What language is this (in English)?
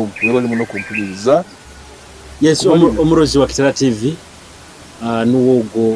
Nyoro